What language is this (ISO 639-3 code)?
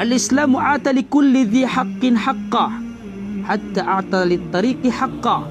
mrw